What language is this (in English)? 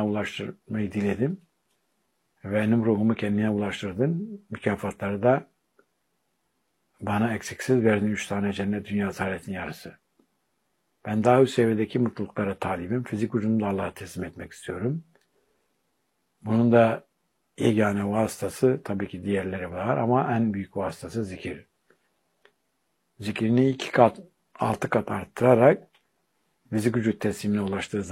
Turkish